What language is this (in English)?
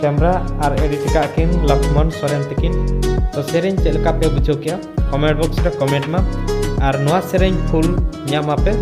Santali